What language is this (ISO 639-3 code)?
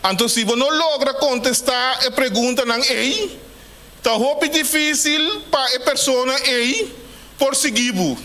pap